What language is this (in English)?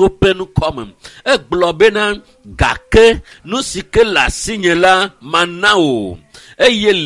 Ewe